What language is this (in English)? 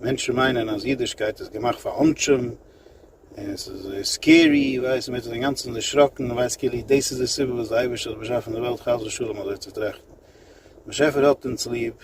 Yiddish